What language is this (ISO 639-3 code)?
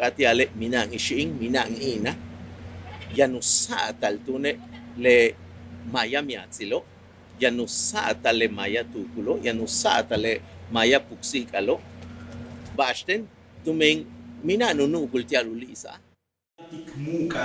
yua